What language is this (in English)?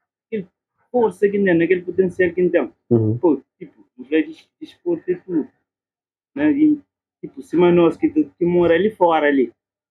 Kabuverdianu